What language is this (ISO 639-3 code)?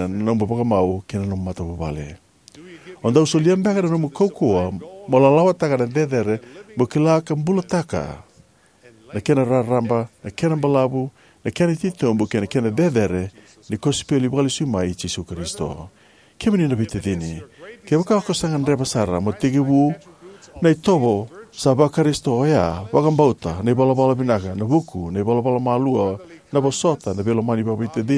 fij